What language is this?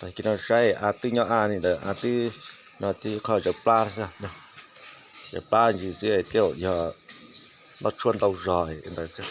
Hmong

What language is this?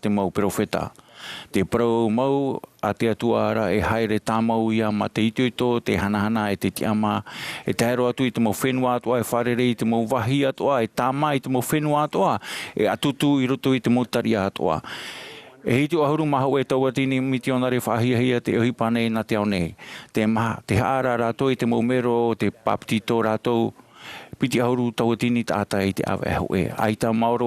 Tahitian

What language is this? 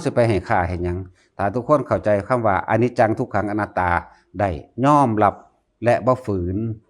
Northeastern Thai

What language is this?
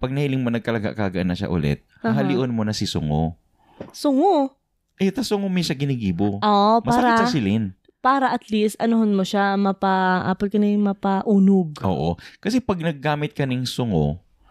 Bikol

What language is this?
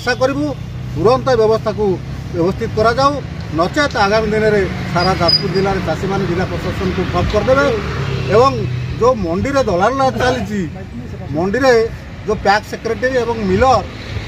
Odia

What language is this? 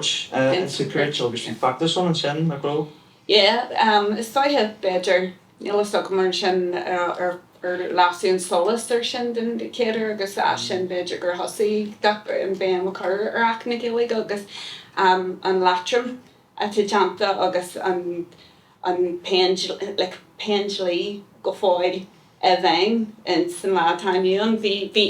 Irish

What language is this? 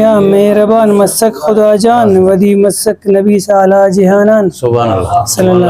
Brahui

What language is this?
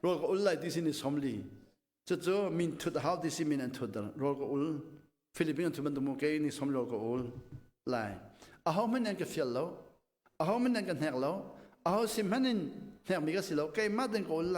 Hakha Chin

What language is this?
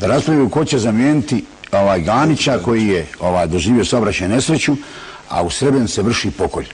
Bosnian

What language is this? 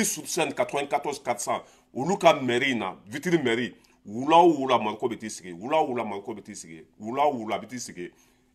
Bambara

